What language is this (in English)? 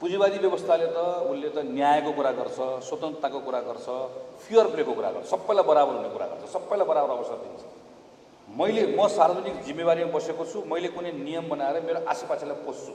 Nepali